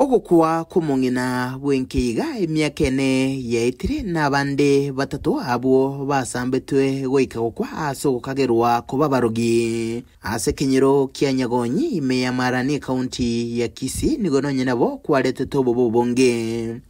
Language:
Gusii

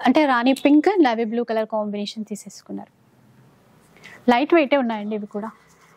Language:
Telugu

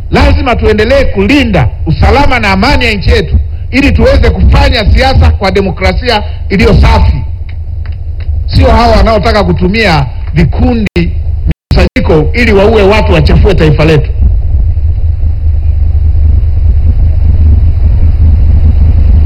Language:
Swahili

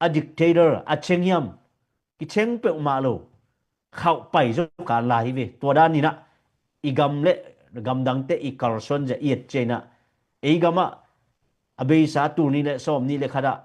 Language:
Tedim Chin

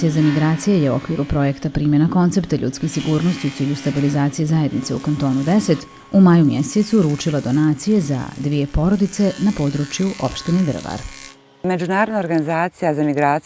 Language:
Bosnian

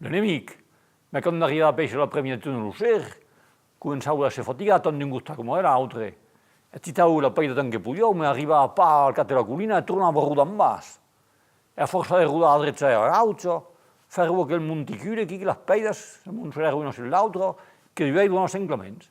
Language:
Occitan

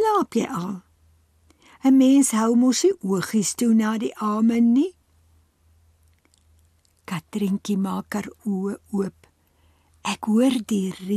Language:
Afrikaans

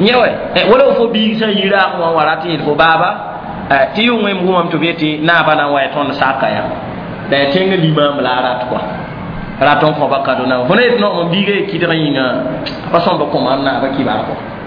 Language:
Mossi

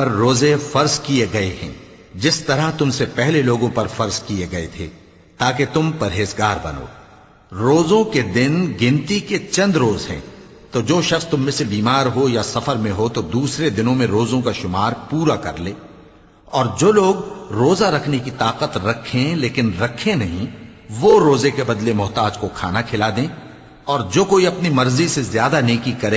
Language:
Urdu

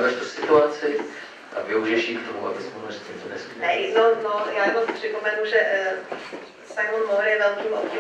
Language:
Czech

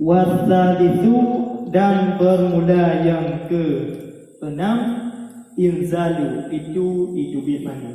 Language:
Achinese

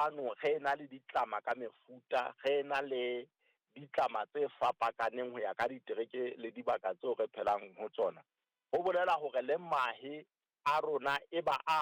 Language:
Southern Sotho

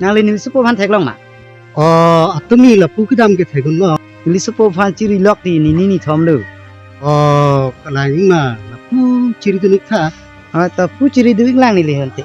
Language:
Karbi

